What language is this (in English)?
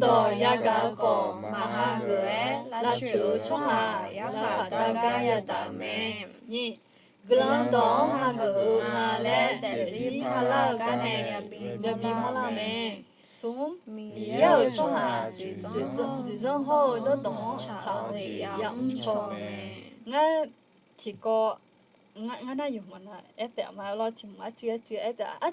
Akha